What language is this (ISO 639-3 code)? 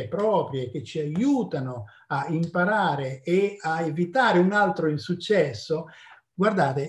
ita